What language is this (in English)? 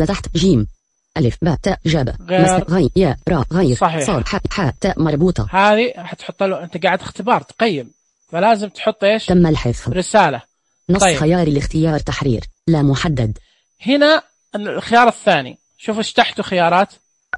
Najdi Arabic